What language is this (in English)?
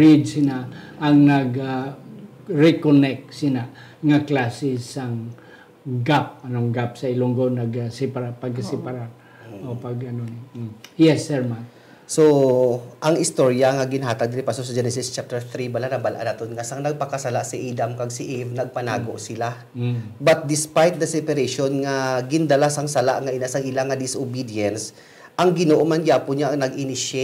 Hiligaynon